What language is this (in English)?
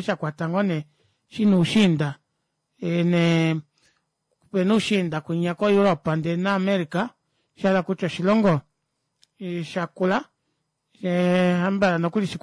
Kuanyama